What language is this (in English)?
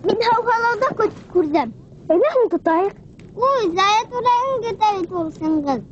Bashkir